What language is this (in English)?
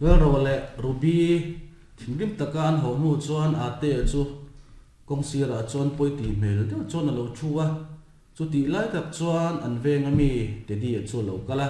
Mizo